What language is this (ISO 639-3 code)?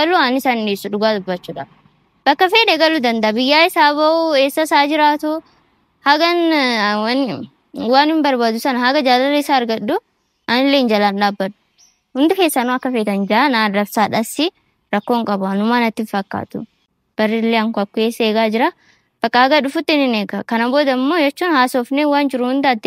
orm